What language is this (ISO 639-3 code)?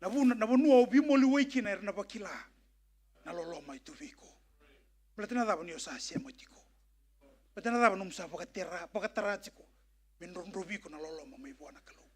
fij